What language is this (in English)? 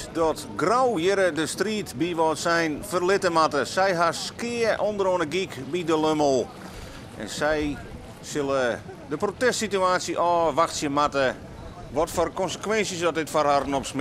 Western Frisian